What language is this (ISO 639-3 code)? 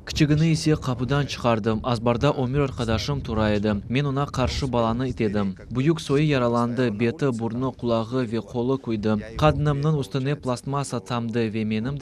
crh